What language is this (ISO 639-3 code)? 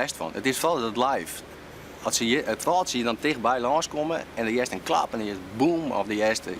fry